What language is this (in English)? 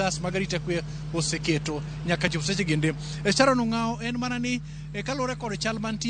Luo (Kenya and Tanzania)